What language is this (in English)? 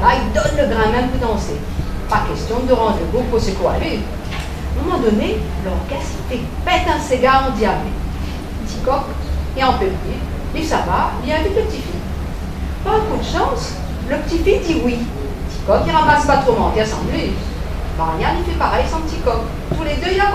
Réunion Creole French